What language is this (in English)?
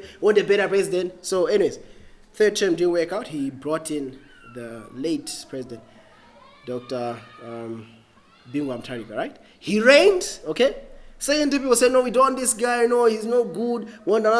English